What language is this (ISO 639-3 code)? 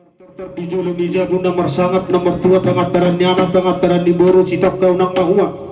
bbc